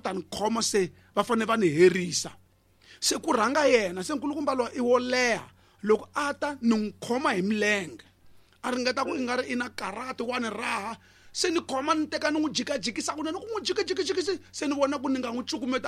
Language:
Tsonga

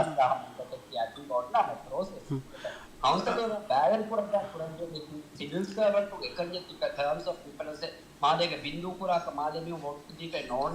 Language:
Divehi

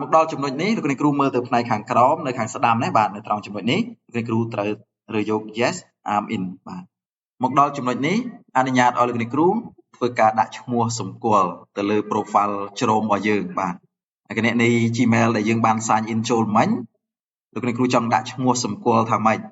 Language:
Khmer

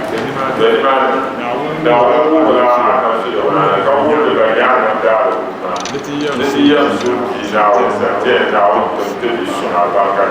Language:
Dagbani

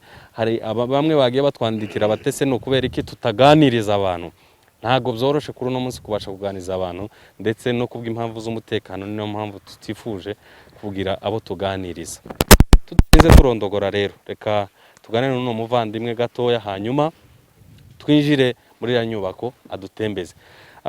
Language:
Kinyarwanda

